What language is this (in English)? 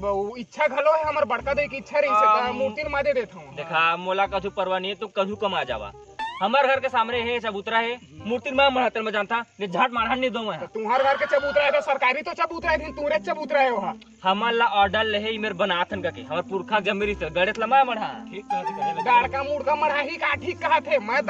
Chhattisgarhi